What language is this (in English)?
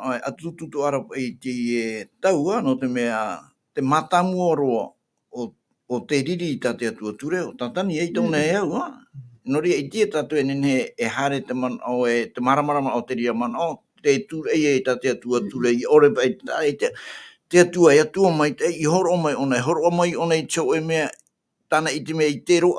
Tahitian